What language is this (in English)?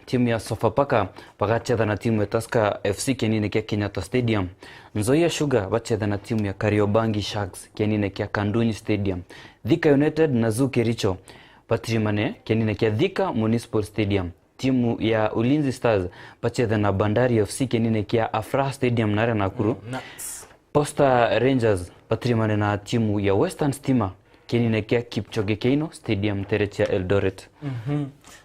Meru